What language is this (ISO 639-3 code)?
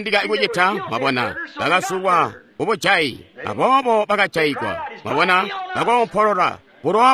toi